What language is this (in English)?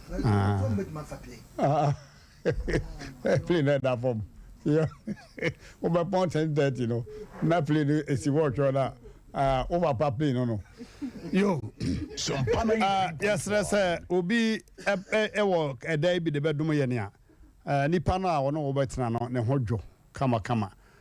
Akan